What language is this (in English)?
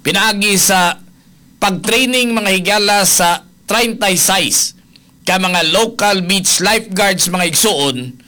Cebuano